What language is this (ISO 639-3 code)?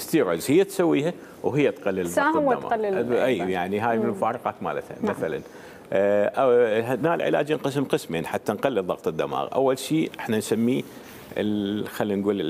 acm